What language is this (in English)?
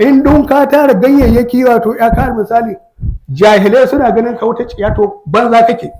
Hausa